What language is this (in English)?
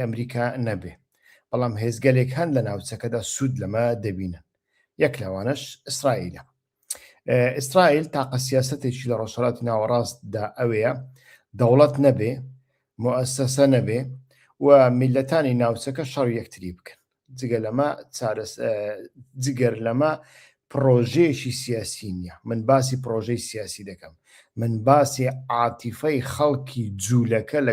Central Kurdish